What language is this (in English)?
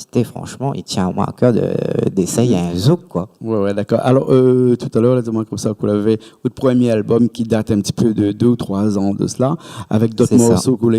Réunion Creole French